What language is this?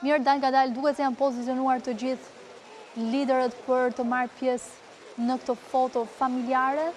Albanian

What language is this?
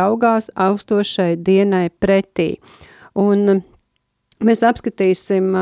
Latvian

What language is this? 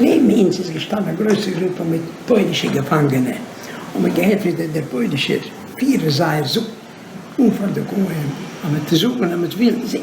Yiddish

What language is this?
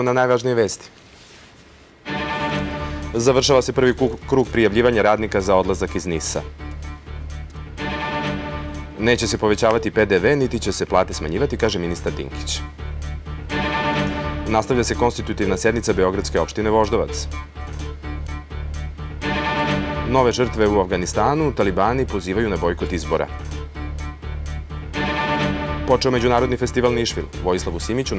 Serbian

